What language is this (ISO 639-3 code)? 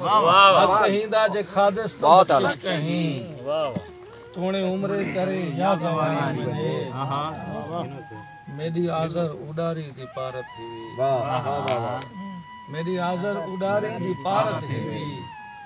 skr